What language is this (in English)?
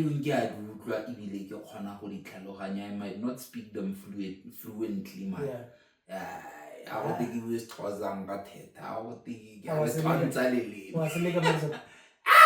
Tswana